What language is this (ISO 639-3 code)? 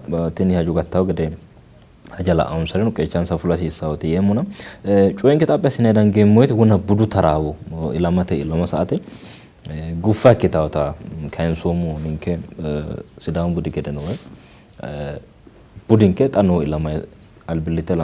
sid